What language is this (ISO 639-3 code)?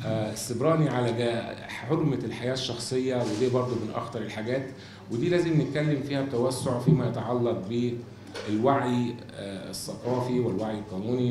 arz